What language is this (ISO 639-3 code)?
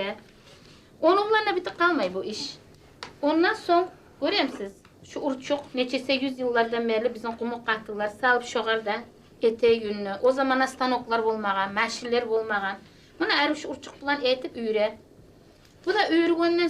kum